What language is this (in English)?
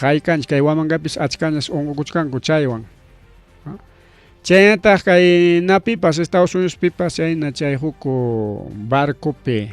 Ayacucho Quechua